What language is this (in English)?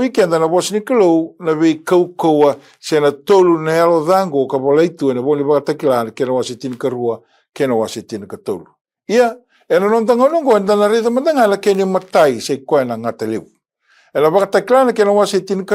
Fijian